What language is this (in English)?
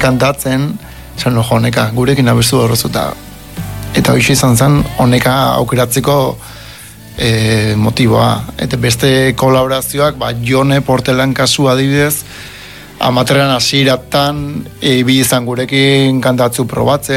Basque